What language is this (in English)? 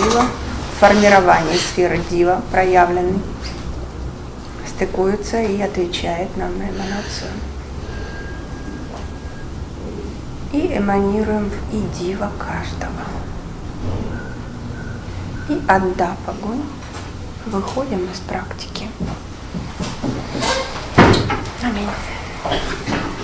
Russian